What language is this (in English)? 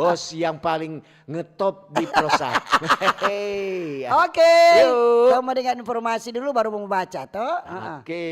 Manado Malay